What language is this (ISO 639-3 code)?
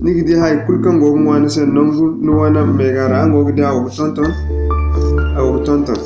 dje